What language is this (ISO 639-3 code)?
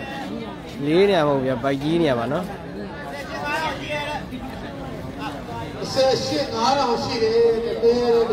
mya